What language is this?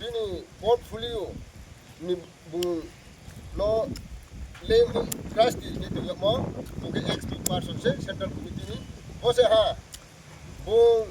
Riang (India)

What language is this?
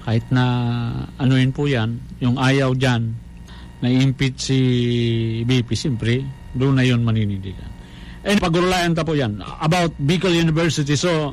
Bikol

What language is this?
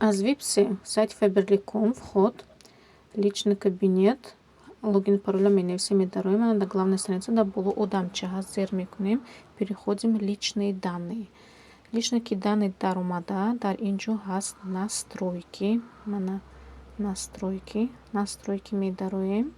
Tajik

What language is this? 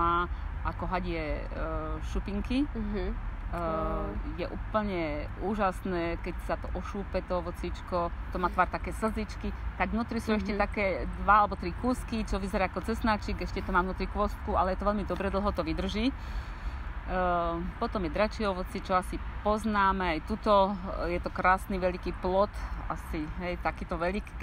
Slovak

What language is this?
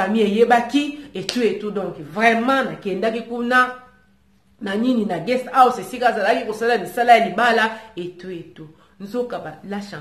Lingala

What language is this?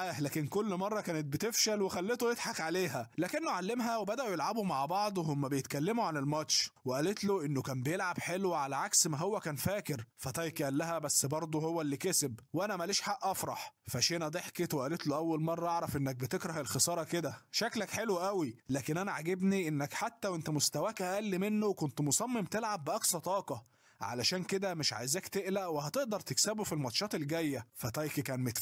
Egyptian Arabic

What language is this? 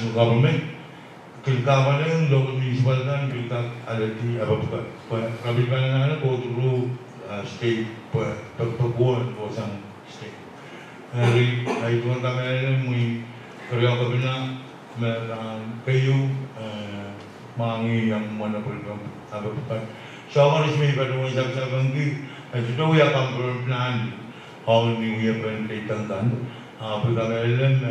Pohnpeian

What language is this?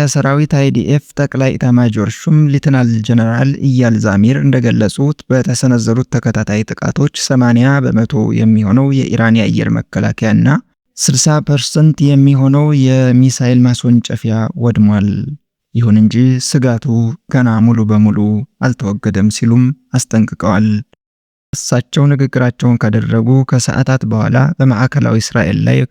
Amharic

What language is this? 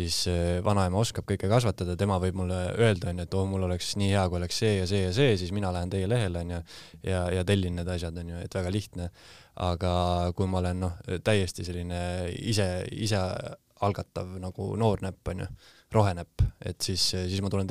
Estonian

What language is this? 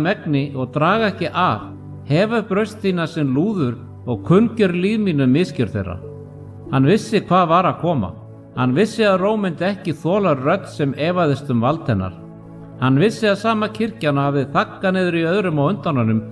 Icelandic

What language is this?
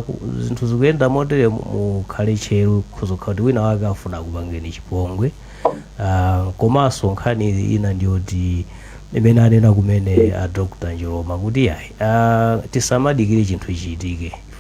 Nyanja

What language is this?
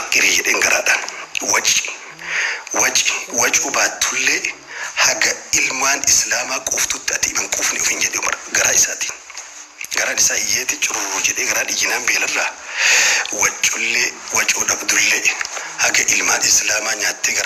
Oromo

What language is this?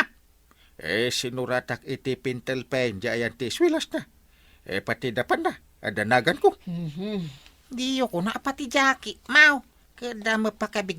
Iloko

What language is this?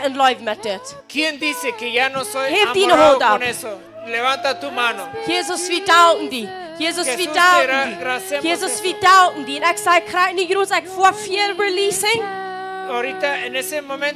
Plautdietsch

